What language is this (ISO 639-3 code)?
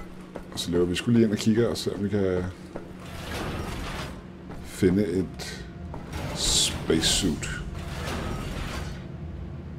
dan